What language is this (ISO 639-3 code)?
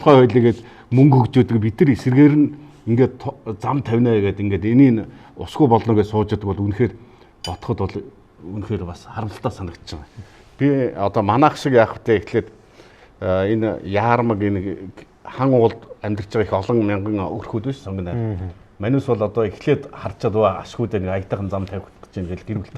mon